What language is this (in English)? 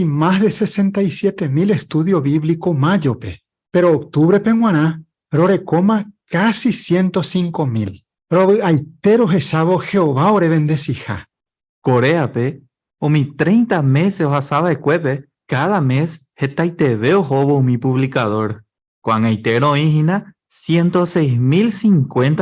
Guarani